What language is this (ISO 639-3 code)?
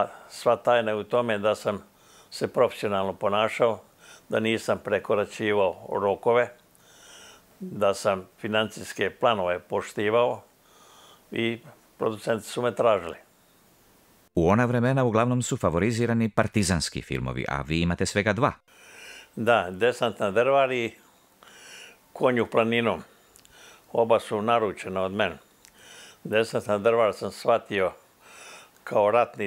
hrv